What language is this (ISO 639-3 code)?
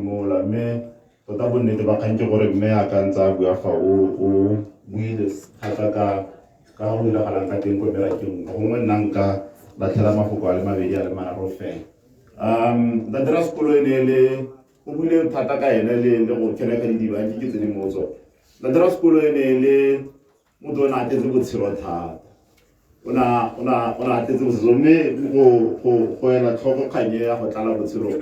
tsn